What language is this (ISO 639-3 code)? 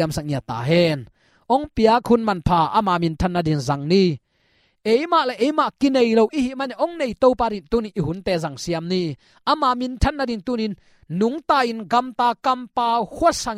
ctd